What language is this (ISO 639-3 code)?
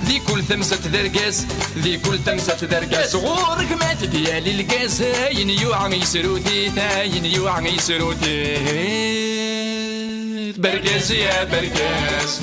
kab